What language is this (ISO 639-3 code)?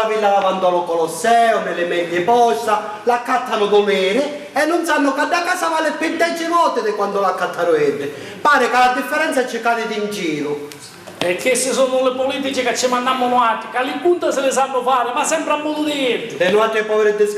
scn